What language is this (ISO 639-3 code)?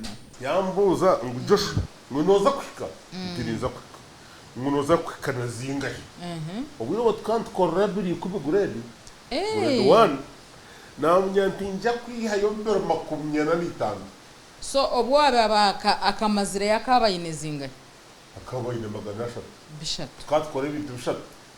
nyn